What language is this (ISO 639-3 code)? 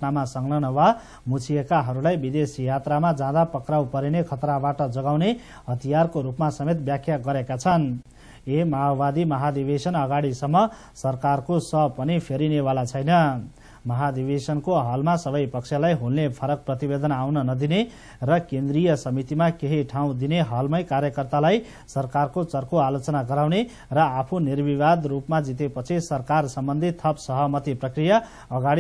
nep